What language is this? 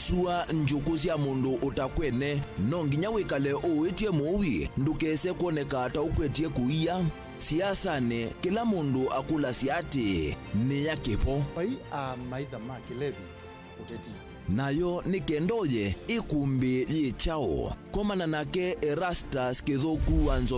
Kamba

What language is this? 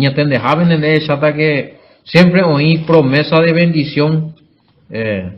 Guarani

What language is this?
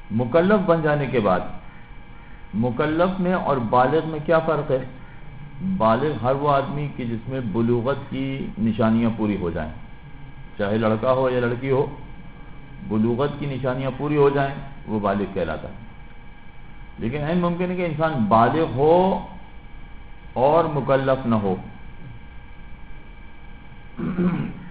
Urdu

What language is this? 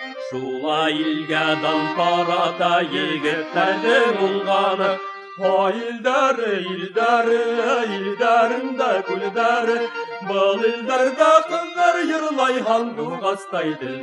Bashkir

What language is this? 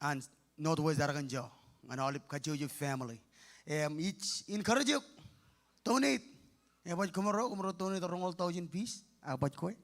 Marshallese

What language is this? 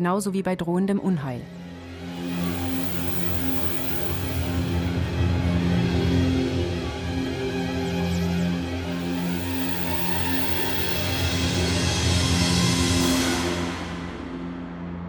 German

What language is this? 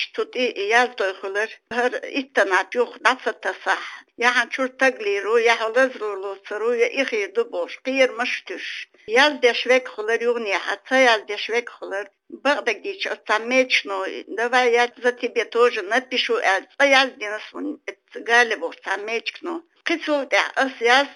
Chechen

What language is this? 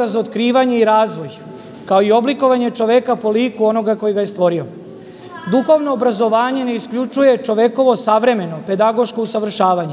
Serbian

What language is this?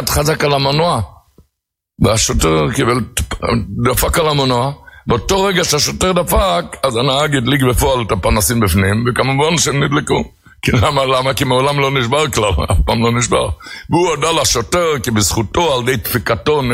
Hebrew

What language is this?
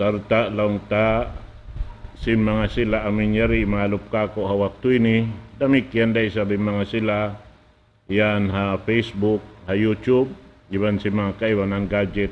Tausug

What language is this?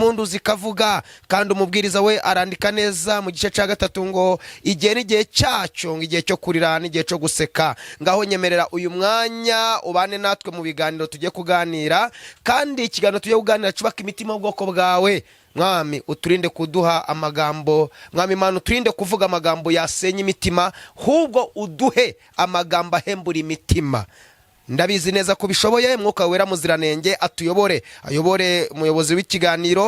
Kinyarwanda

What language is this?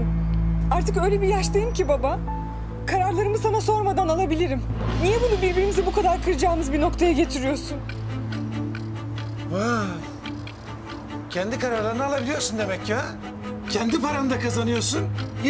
Turkish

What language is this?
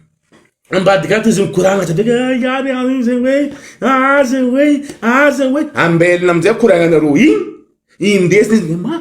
Malagasy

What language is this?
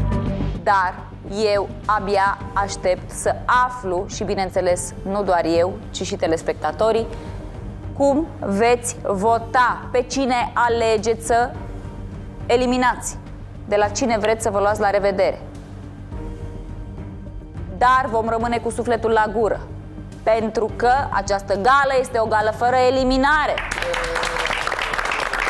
Romanian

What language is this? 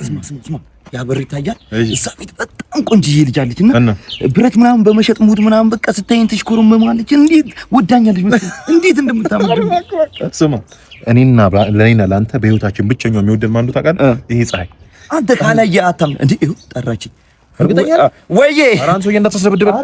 Amharic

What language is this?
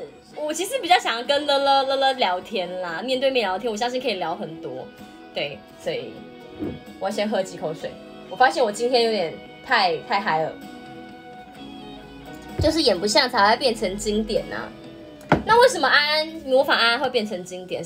Chinese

